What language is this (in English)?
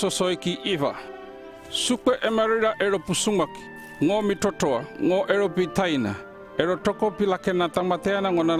North Efate